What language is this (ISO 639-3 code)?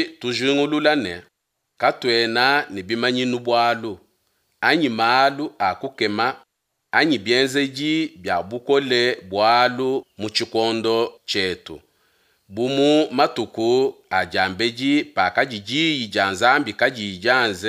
lua